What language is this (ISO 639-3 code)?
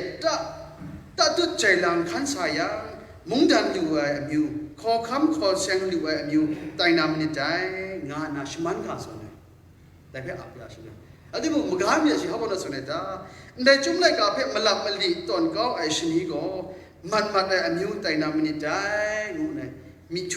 kac